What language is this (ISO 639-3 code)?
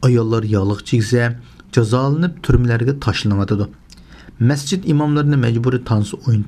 uig